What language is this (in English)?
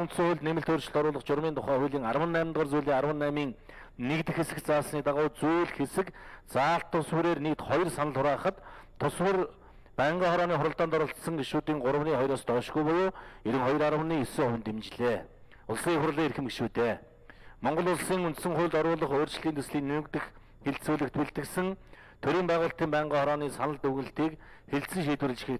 Mongolian